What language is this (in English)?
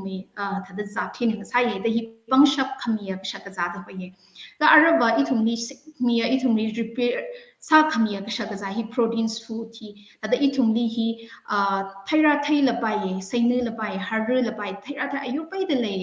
Tangkhul Naga (India)